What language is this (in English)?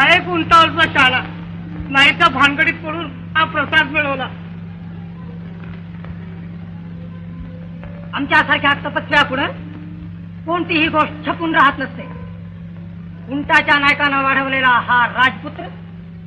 Marathi